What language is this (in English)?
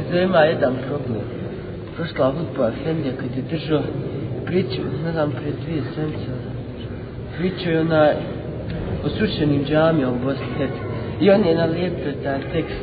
Bosnian